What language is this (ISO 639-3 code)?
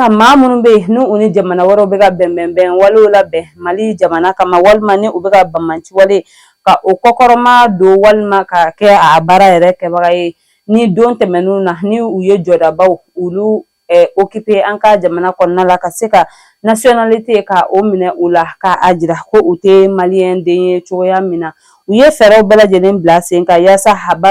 bam